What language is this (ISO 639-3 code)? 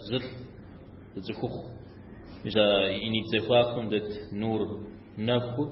kbd